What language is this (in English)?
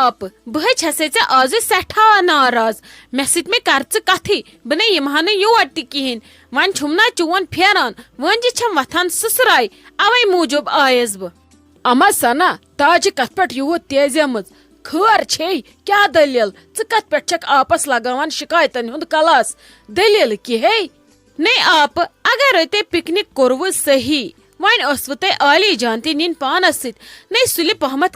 Kashmiri